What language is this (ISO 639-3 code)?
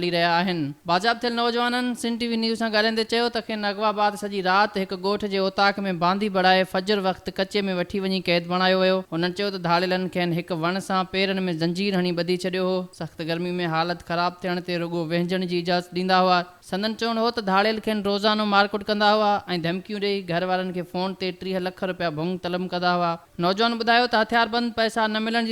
snd